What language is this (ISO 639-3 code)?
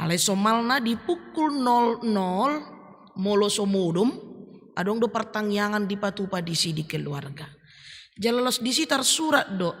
bbc